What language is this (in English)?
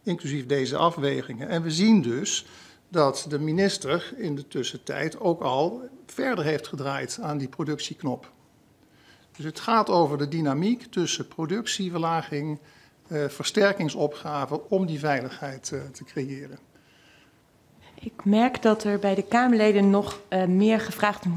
Dutch